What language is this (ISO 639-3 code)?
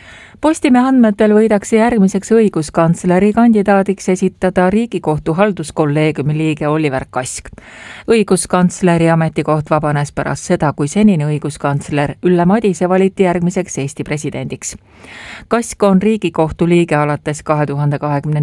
est